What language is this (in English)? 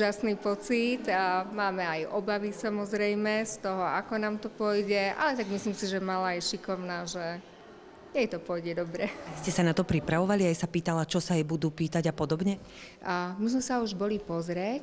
Slovak